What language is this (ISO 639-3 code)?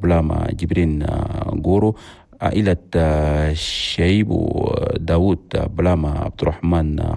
shu